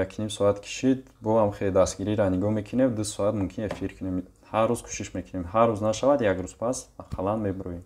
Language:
Tajik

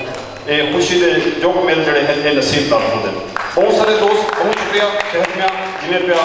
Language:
Saraiki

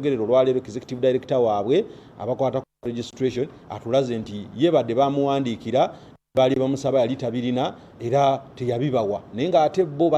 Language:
Ganda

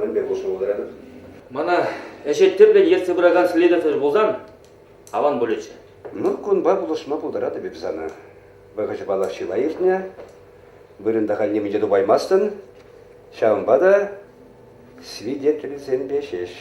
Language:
Chuvash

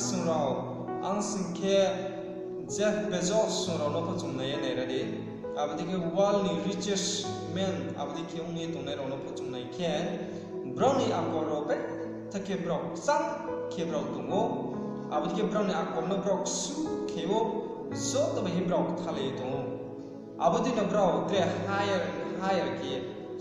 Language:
Riang (India)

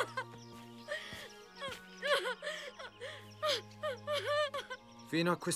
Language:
Italian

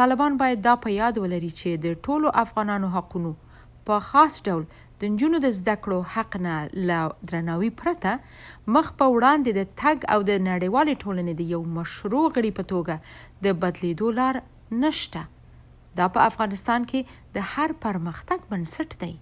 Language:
Pashto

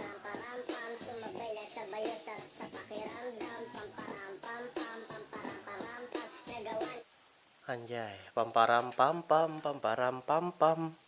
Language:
Banjar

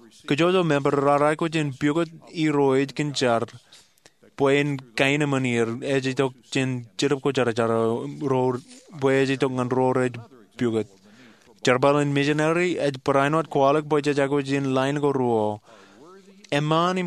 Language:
Marshallese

